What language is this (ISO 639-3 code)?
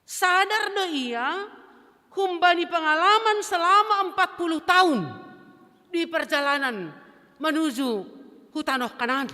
bts